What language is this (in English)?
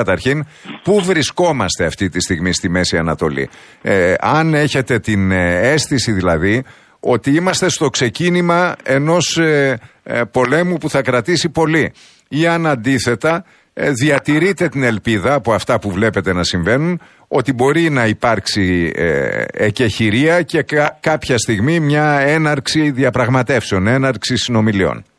Greek